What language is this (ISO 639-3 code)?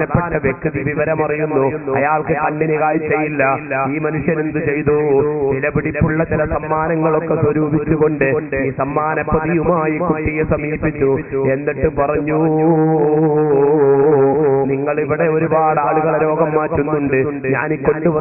mal